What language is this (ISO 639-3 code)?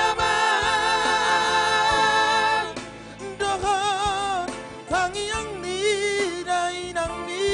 bbc